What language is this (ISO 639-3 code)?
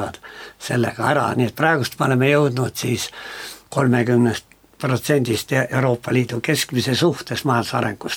est